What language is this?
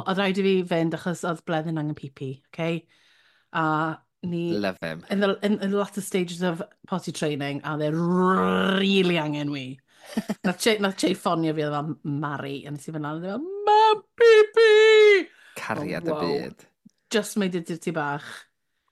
Welsh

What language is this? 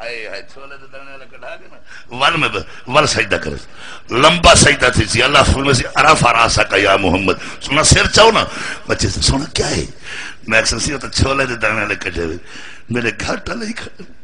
Saraiki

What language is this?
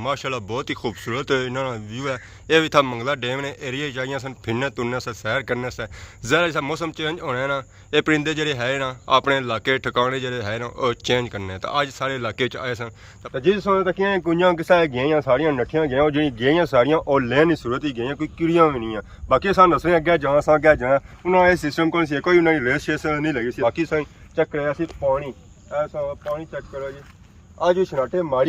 Pahari-Potwari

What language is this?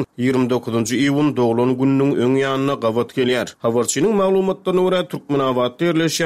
Turkmen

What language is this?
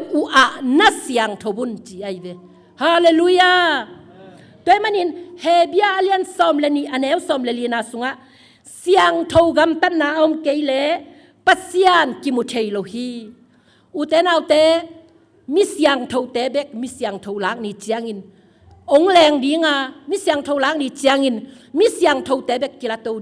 Tedim Chin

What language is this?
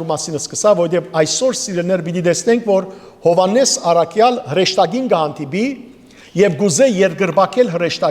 Western Armenian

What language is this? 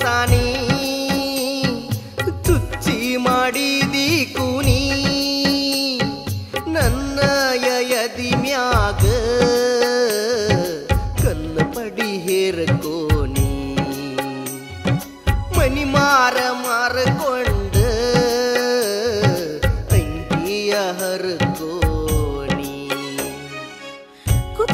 Kannada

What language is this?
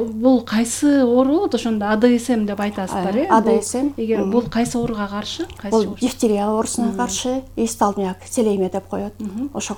Kyrgyz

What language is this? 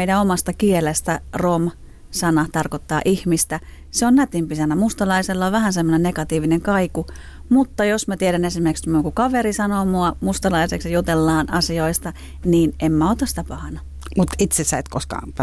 Finnish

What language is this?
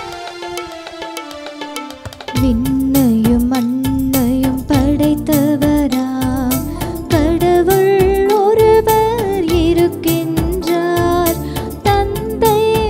Tamil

